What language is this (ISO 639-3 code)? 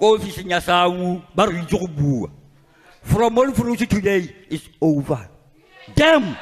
tsn